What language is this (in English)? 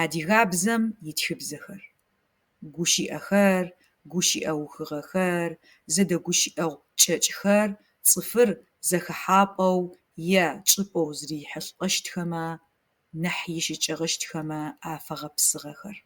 Adyghe